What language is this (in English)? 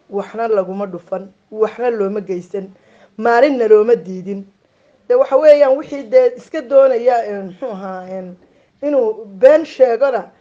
Somali